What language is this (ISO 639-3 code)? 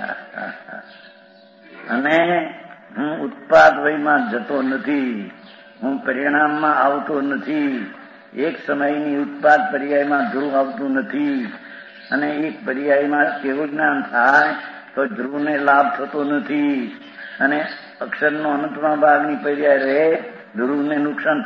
guj